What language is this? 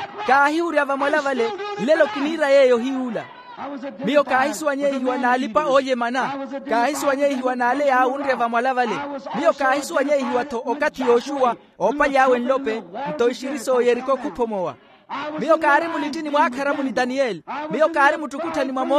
Makhuwa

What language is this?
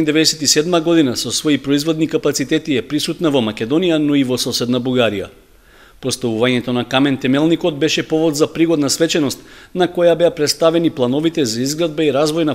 Macedonian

